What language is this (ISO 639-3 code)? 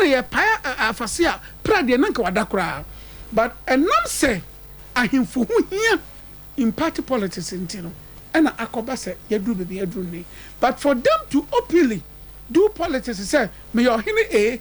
aka